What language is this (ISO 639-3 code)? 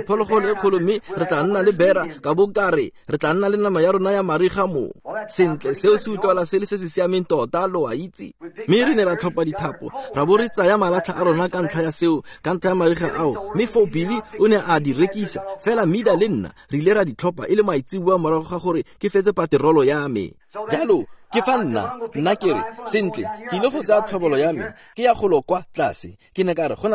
tsn